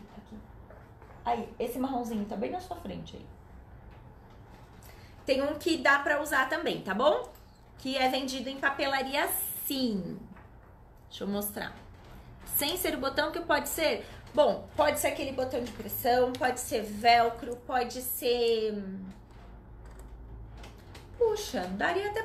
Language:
Portuguese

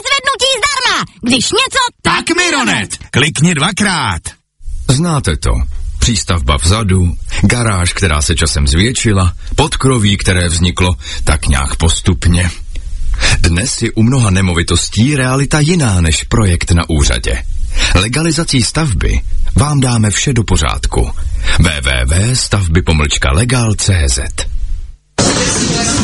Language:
Czech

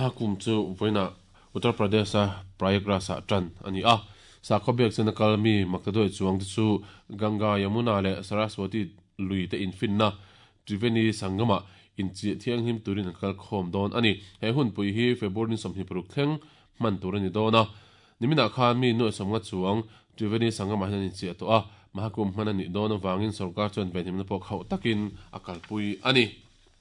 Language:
Mizo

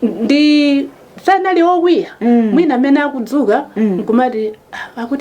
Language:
Nyanja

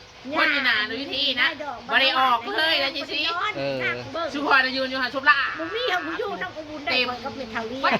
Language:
Northeastern Thai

